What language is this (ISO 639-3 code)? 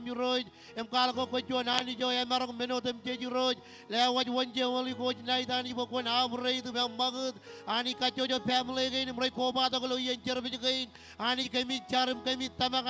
mah